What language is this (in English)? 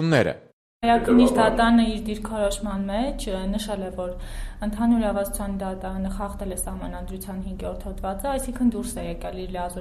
Armenian